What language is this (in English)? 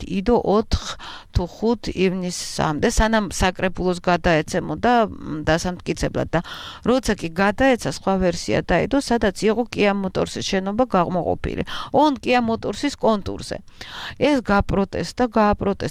Georgian